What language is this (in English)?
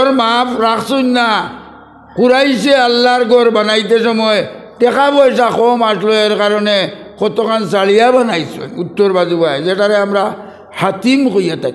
Sylheti